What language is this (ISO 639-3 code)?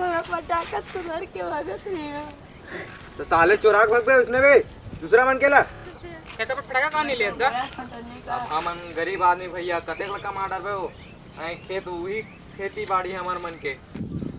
hne